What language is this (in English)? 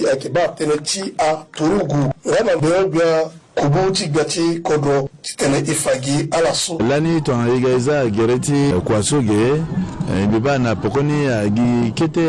Sango